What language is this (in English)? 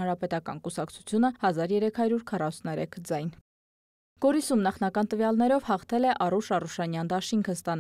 Armenian